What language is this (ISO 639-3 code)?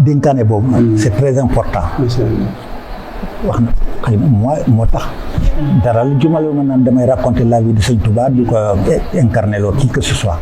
wol